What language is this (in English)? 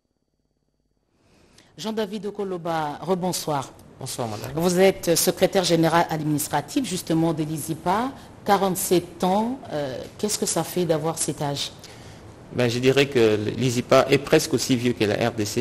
French